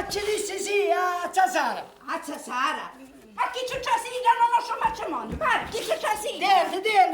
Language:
Sicilian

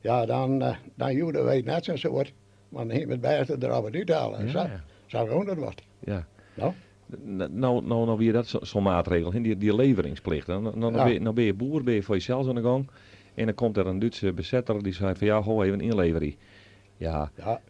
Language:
Western Frisian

